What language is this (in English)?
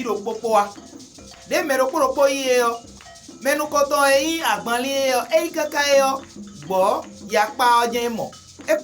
Fon